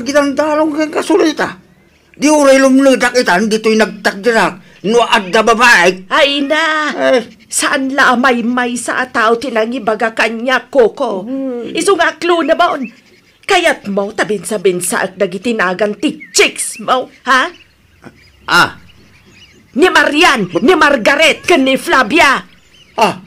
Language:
Iloko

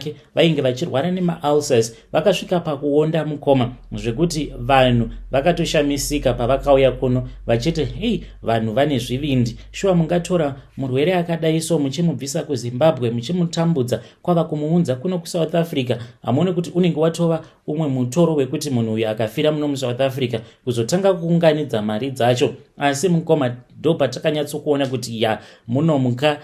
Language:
Shona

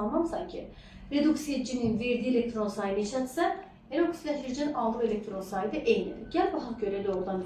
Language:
Azerbaijani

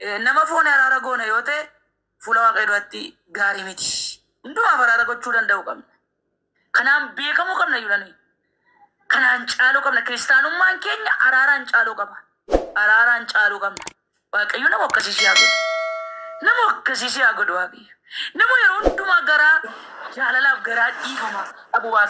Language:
Oromo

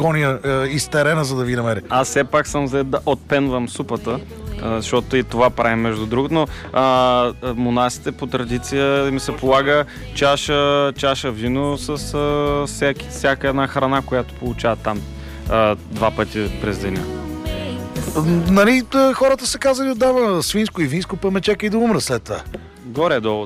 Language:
Bulgarian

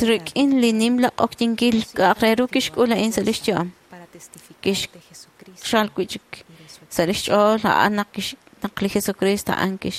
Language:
Kekchí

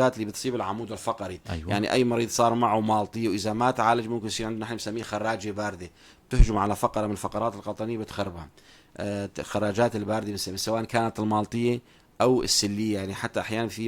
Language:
North Levantine Arabic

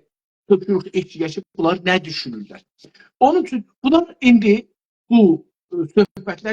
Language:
South Azerbaijani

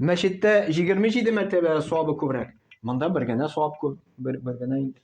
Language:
Tatar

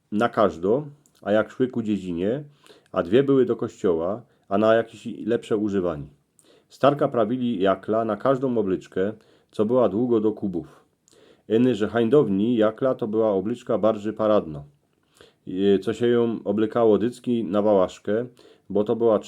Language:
Silesian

